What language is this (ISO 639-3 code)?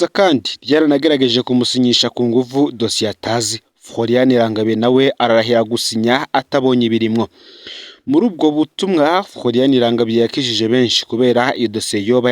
run